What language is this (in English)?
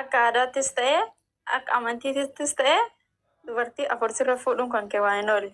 Oromo